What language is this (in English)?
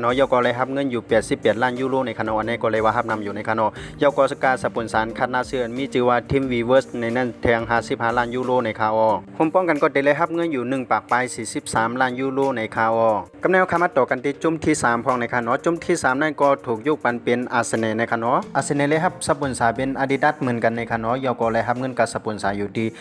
Shan